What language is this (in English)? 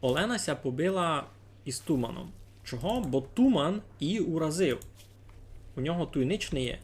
Rusyn